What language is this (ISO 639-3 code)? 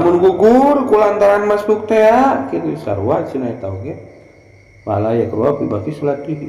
sun